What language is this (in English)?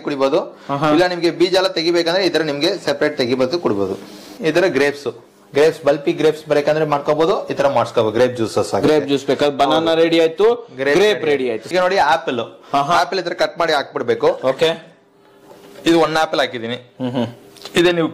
Kannada